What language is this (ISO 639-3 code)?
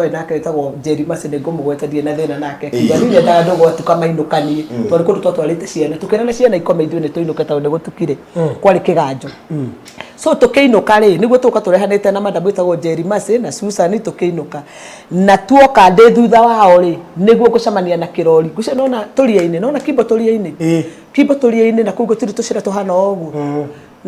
kik